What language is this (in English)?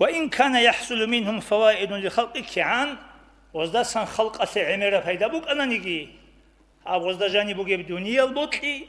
Avaric